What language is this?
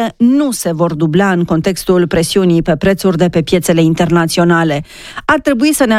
Romanian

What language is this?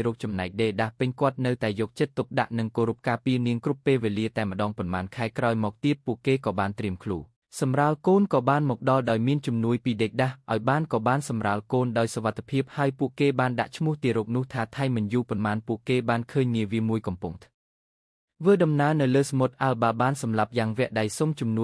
Khmer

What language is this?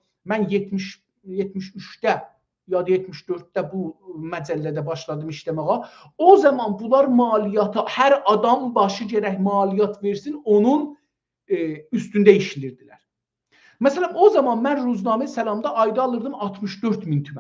South Azerbaijani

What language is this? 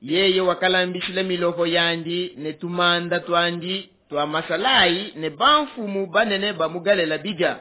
Luba-Lulua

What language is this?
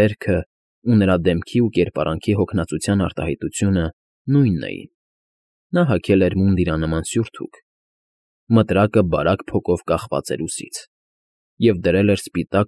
Armenian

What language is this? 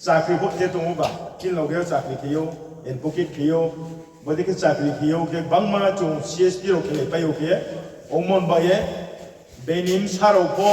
Riang (India)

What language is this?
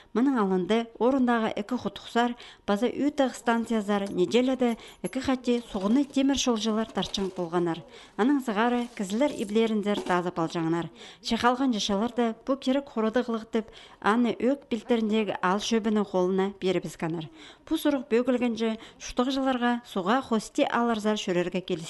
Khakas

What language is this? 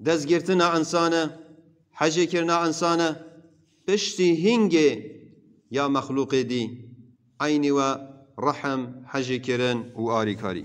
Kurdish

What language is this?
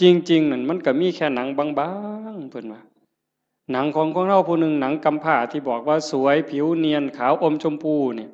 Northeastern Thai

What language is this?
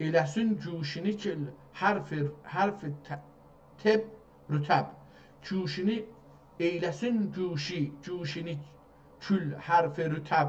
South Azerbaijani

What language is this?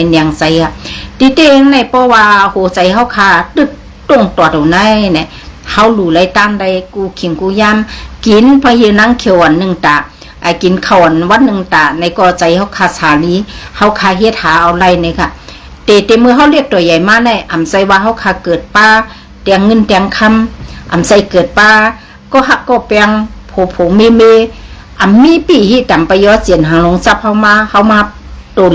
Shan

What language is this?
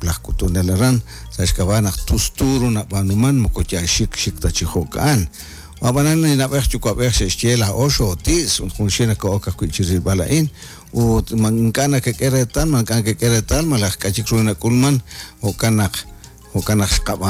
Kekchí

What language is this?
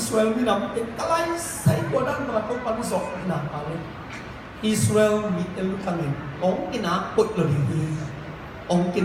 Tedim Chin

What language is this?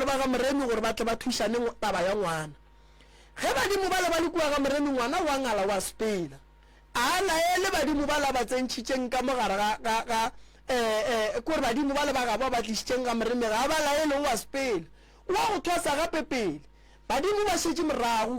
Northern Sotho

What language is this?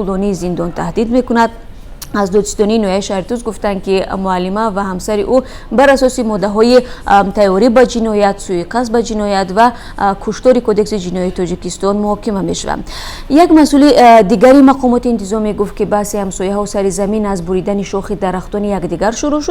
Tajik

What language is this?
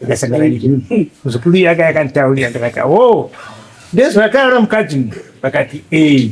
Shona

